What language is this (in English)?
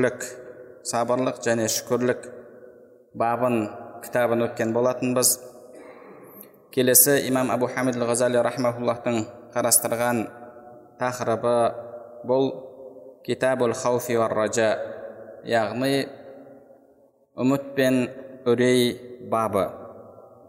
Kazakh